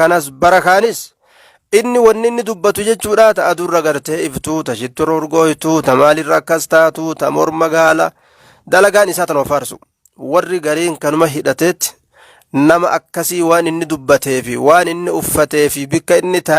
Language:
Oromo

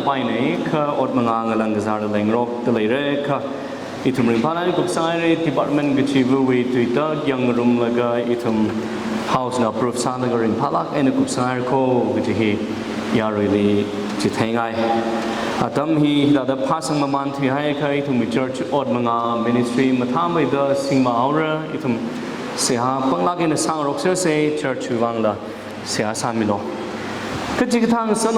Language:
Tangkhul Naga (India)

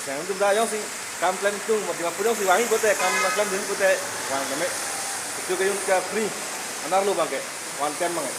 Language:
Karbi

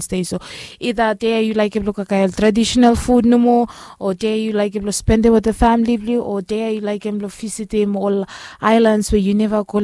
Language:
Bislama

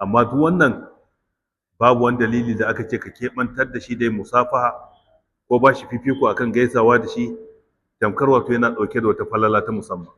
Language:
Hausa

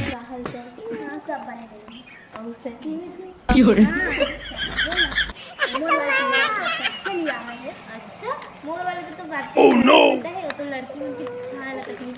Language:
Chhattisgarhi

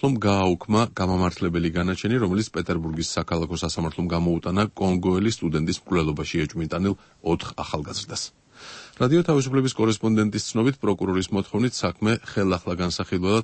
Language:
Georgian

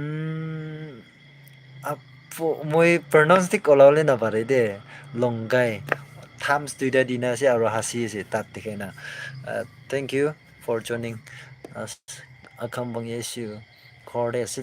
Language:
Naga Pidgin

